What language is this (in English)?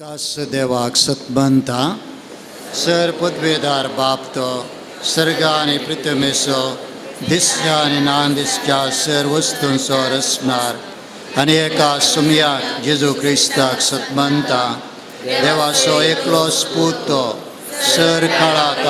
Konkani